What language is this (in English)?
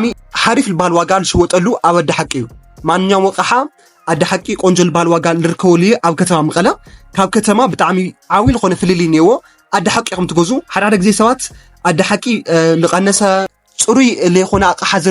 Tigrinya